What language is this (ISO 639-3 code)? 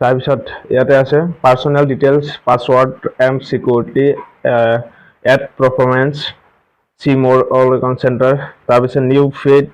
asm